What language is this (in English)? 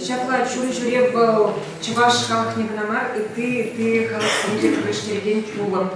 Chuvash